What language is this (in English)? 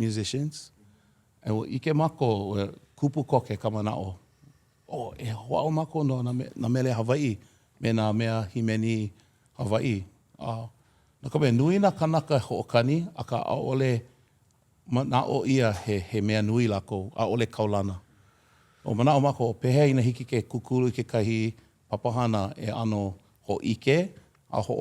Hawaiian